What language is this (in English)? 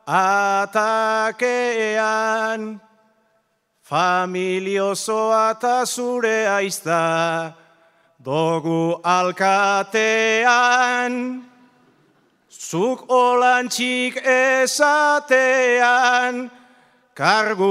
Basque